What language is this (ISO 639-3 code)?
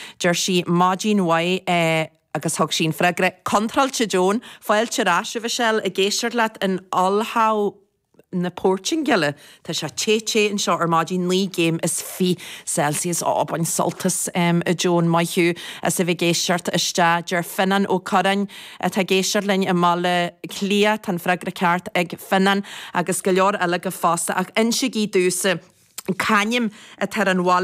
gle